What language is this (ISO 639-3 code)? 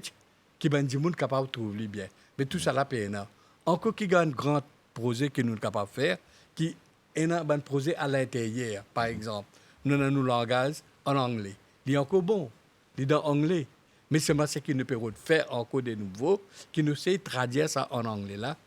mfe